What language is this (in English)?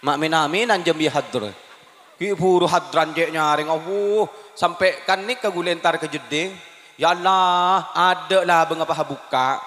Madurese